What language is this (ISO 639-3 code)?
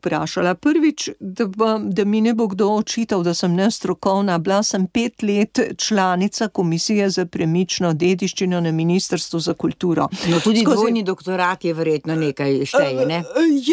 slv